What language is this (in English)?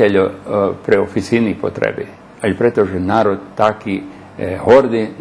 Rusyn